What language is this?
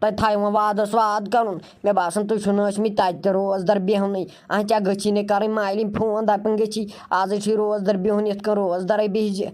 Kashmiri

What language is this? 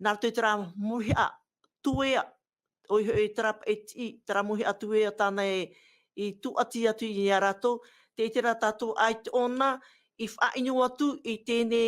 Tahitian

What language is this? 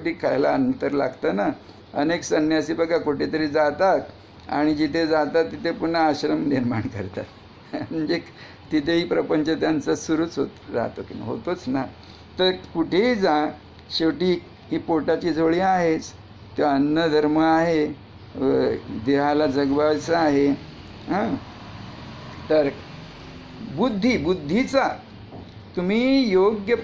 Marathi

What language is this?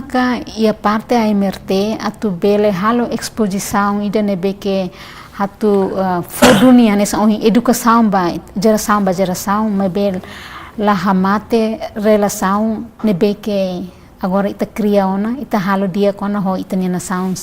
Tetum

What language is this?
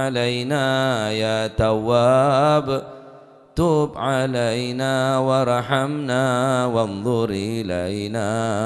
Madurese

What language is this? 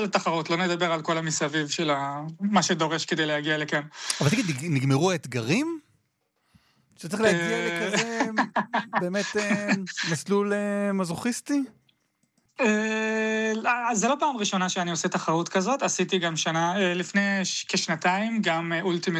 Hebrew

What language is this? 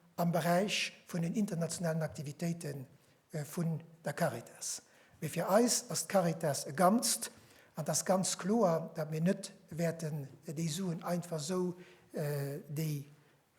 Luxembourgish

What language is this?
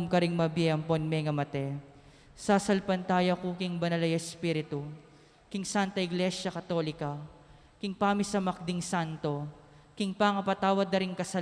Pampanga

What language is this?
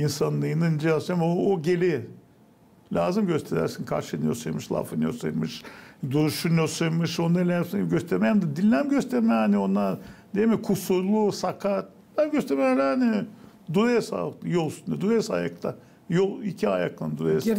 Gagauz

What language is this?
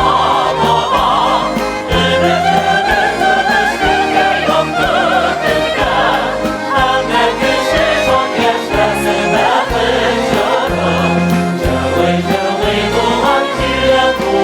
Tatar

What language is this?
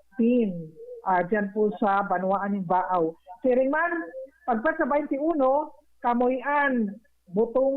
Bikol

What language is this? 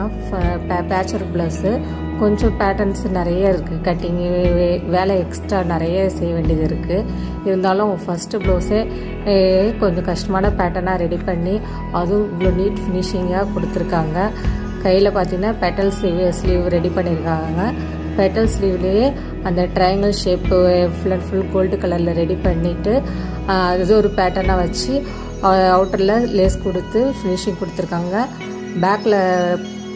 Tamil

